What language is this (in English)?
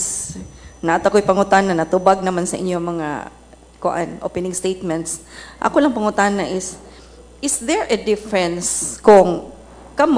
Cebuano